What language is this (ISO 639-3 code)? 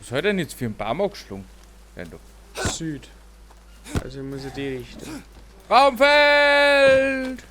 bar